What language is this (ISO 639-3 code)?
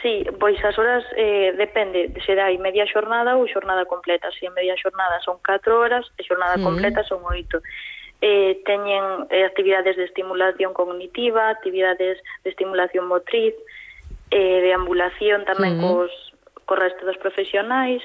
glg